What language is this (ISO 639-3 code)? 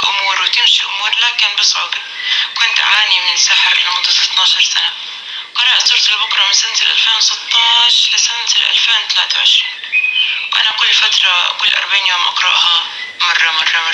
apc